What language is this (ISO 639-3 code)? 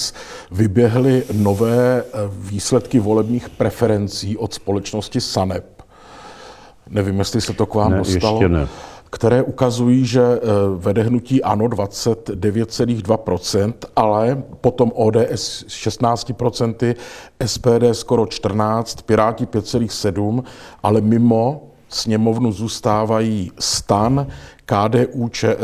ces